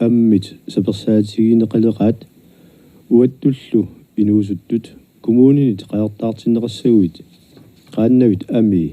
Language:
Kalaallisut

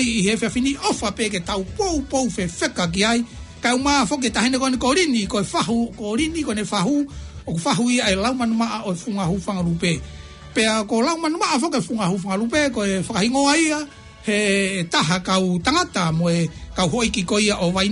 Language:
Tongan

